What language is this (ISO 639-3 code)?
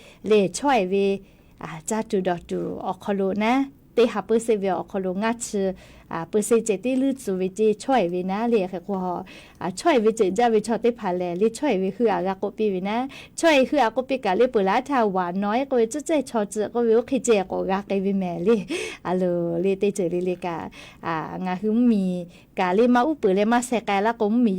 lhu